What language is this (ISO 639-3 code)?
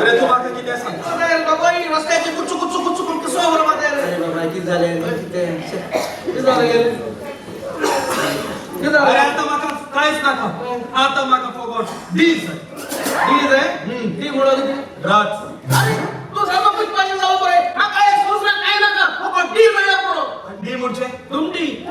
kok